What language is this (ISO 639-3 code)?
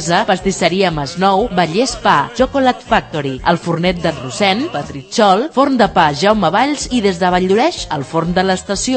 cat